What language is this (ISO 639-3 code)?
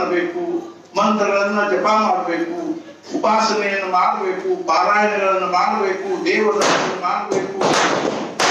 kan